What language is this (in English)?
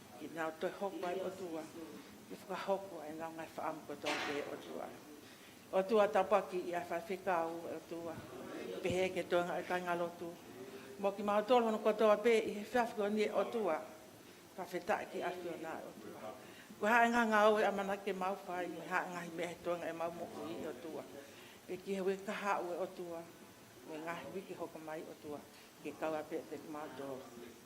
Tongan